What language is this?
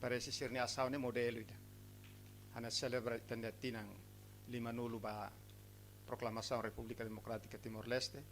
Tetum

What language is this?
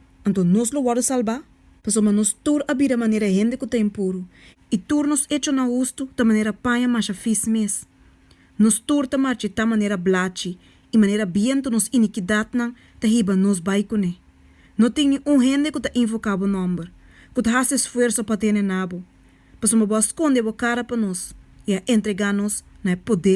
Papiamento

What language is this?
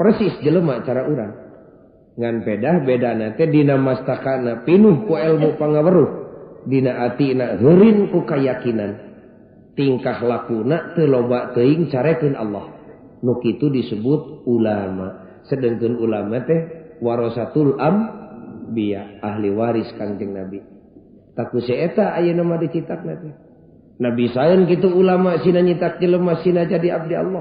Sundanese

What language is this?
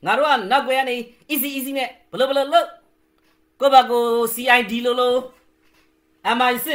Burmese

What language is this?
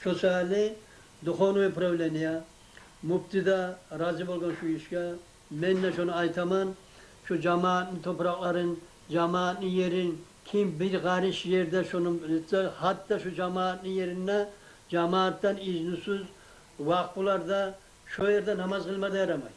Kumyk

